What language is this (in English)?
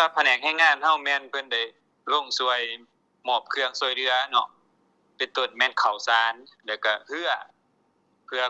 Lao